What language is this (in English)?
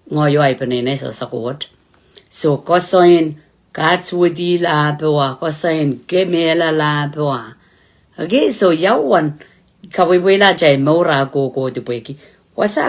Pohnpeian